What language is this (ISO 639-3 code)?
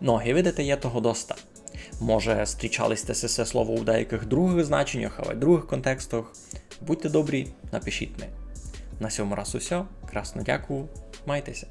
rue